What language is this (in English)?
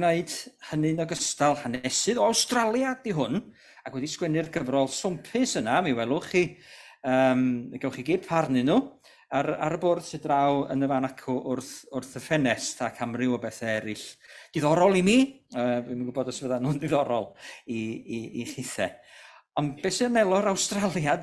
Welsh